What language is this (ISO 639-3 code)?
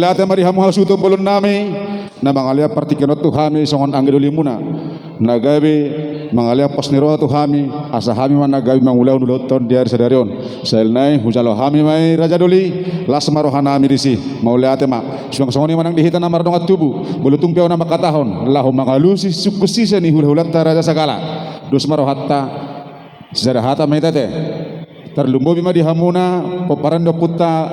bbc